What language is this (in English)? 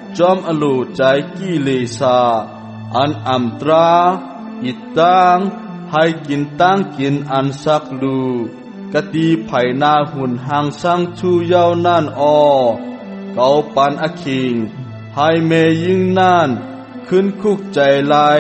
Shan